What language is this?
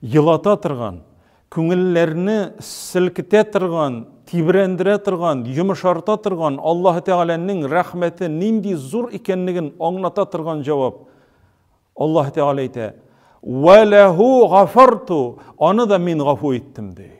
Tatar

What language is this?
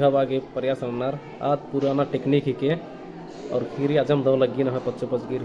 Kurukh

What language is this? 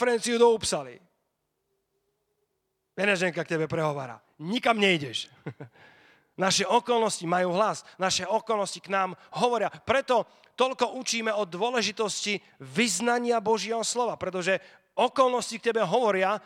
Slovak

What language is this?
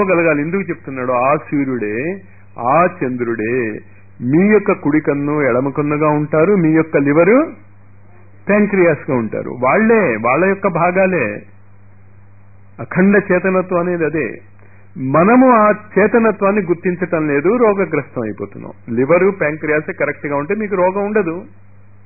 Telugu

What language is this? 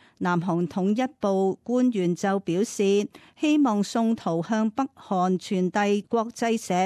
Cantonese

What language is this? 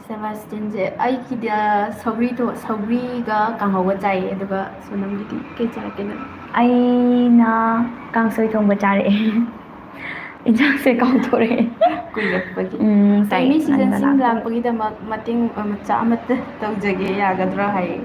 Manipuri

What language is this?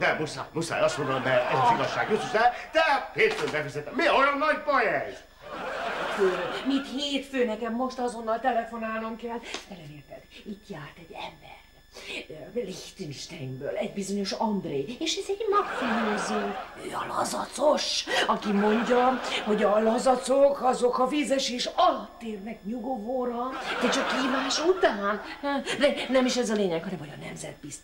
Hungarian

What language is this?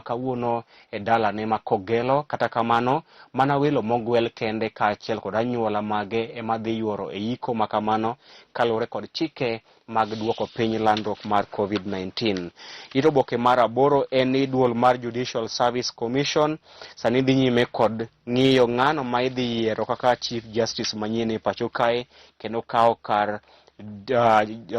Luo (Kenya and Tanzania)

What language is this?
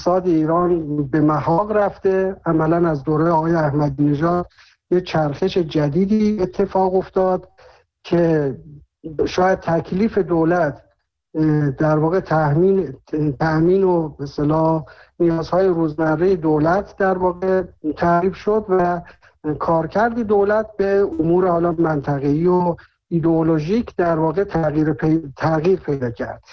Persian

